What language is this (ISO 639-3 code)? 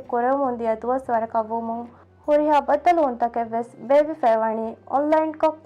div